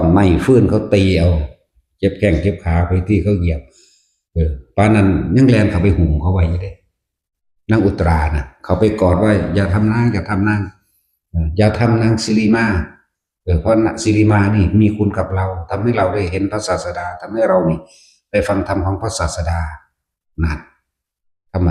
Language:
Northeastern Thai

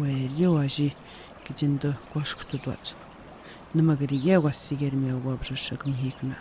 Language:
Atikamekw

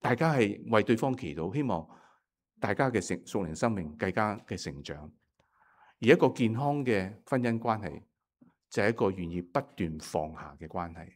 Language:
Cantonese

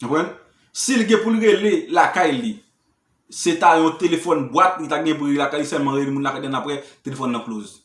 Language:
Haitian Creole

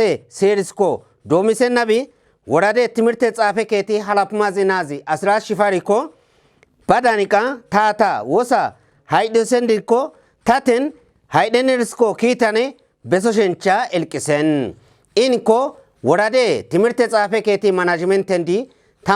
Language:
Kafa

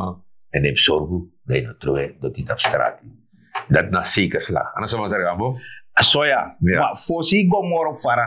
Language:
Sranan Tongo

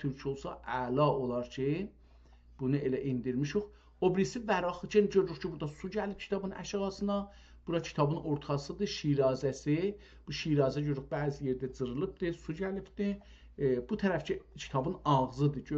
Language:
South Azerbaijani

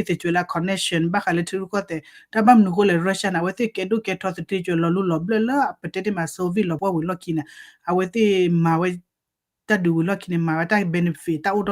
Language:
S'gaw Karen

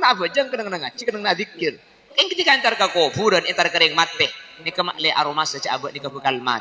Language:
Madurese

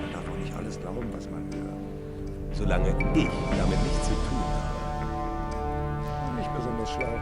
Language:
Bavarian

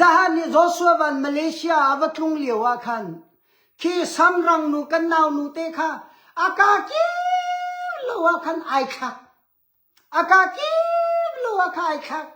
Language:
Hakha Chin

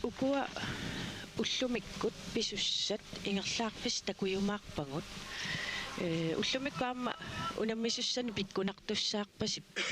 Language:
Kalaallisut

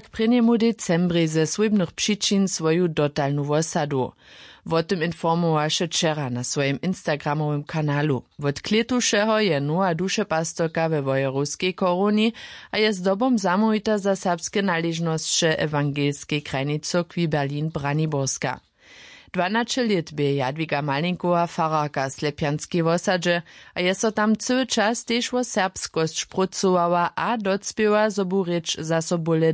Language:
Upper Sorbian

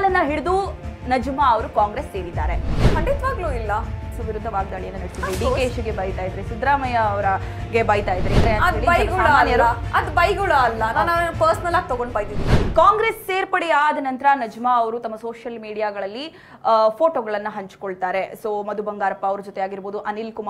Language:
Kannada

